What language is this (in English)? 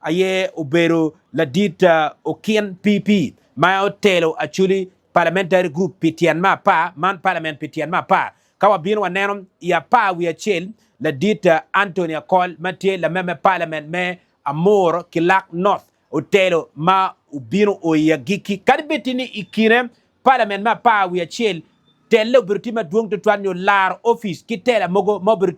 Acoli